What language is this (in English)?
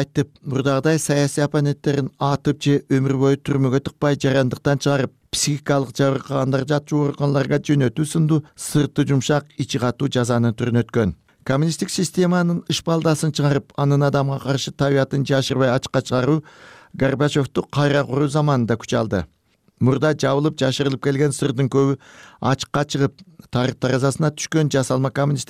Kyrgyz